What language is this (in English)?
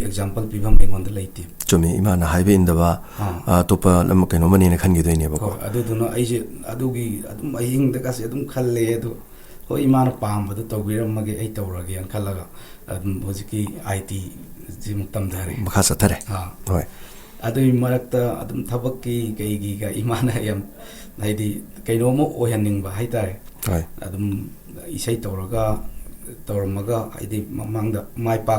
Manipuri